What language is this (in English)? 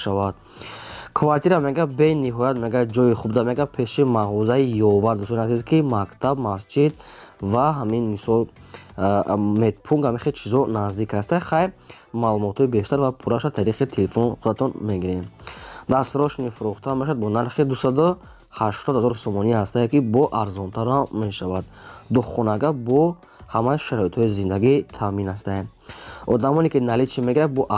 Tajik